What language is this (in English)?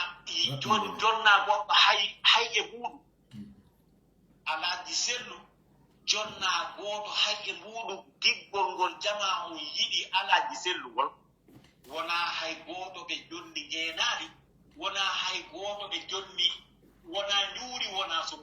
Pular